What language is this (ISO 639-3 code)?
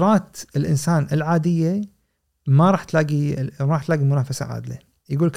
afb